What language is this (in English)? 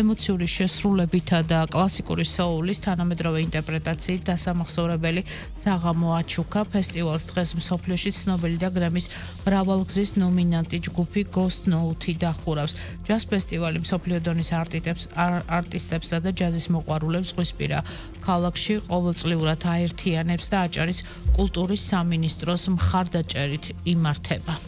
Georgian